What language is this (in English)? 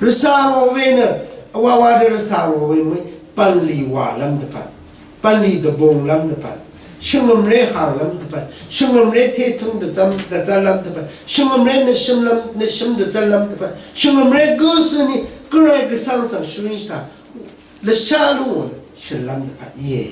Rawang